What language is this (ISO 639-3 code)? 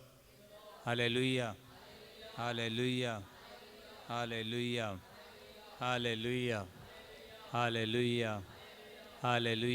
kok